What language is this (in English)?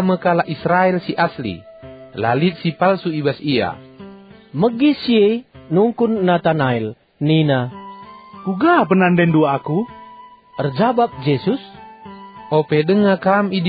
Batak Karo